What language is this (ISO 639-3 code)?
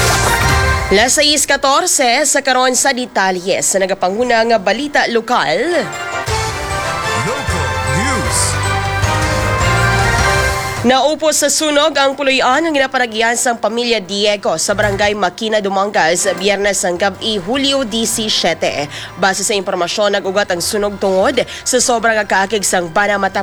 hil